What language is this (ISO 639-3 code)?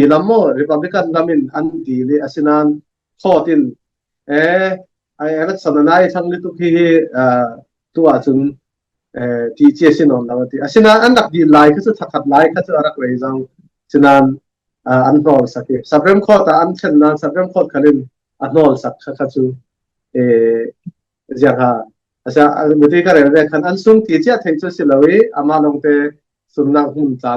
cfm